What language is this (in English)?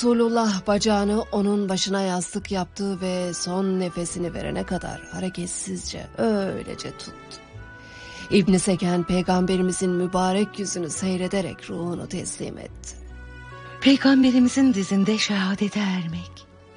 Turkish